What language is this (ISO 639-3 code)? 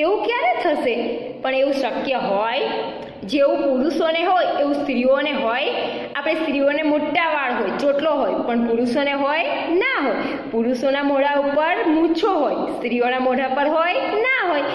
guj